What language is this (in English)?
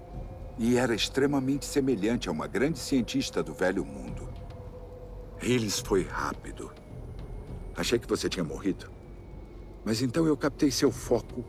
Portuguese